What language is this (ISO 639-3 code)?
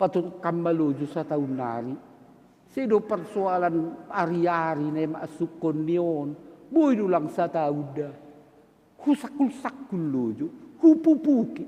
bts